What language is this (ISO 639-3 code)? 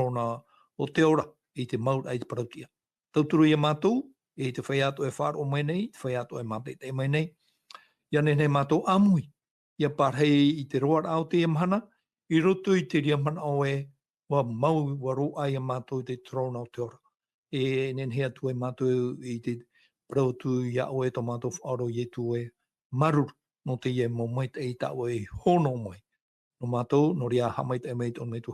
tah